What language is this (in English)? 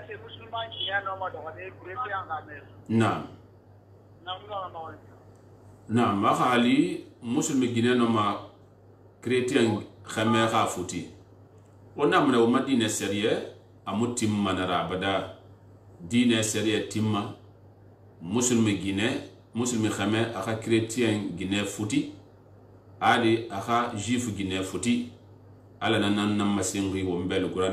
Susu